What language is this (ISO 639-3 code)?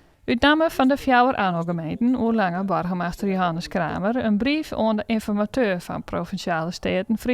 fry